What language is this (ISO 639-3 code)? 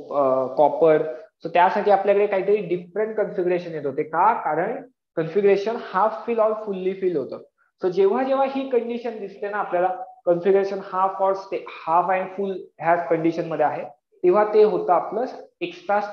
mar